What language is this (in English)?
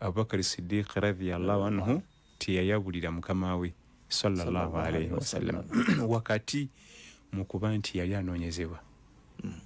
Ganda